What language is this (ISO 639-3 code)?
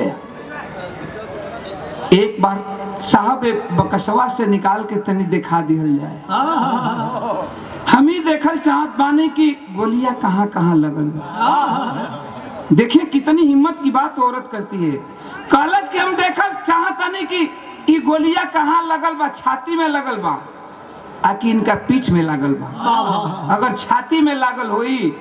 bho